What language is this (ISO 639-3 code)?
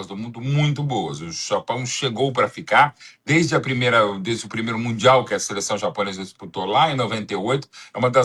por